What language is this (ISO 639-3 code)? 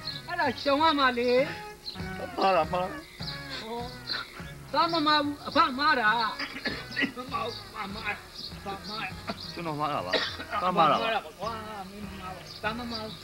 mya